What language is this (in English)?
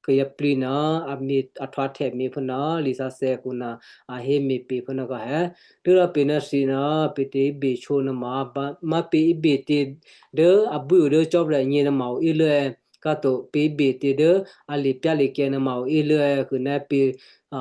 Western Kayah